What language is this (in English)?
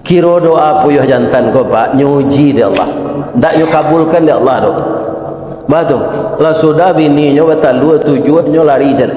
Minangkabau